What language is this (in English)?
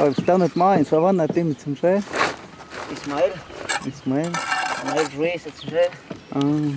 Totontepec Mixe